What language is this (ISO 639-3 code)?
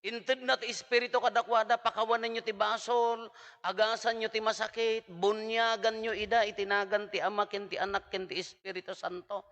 ilo